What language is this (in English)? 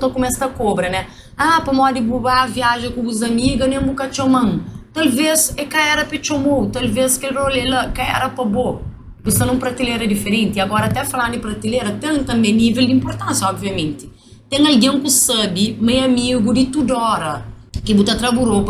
Kabuverdianu